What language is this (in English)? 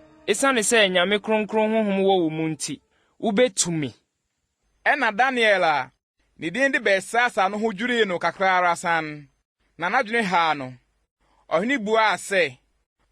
Akan